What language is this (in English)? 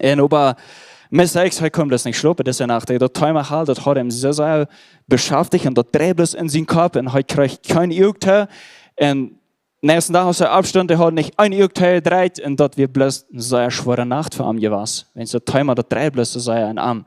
Plautdietsch